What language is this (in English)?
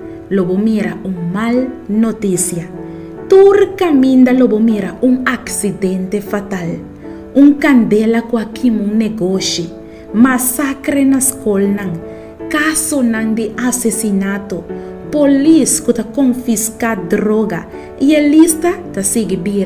Papiamento